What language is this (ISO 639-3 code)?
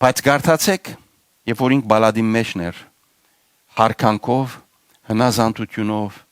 hyw